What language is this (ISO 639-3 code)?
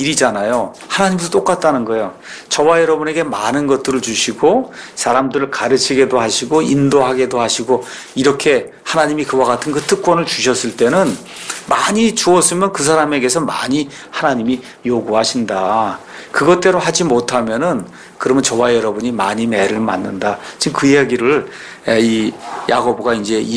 kor